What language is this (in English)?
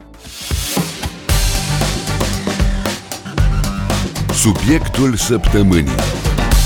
Romanian